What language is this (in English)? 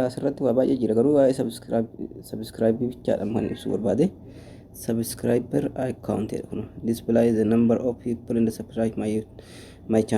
Oromo